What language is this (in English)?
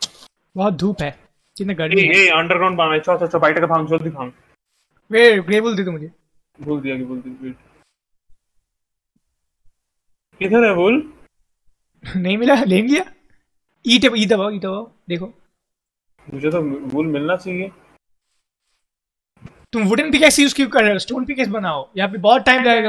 Hindi